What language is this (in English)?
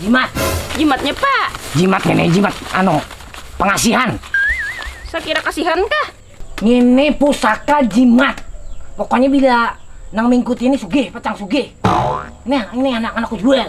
Banjar